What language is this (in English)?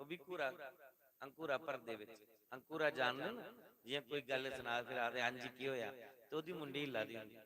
Dogri